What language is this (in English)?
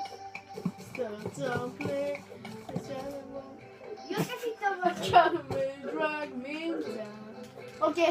Swedish